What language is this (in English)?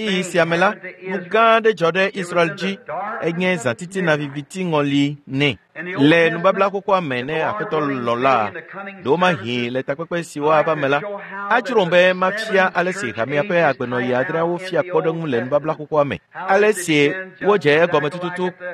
Ewe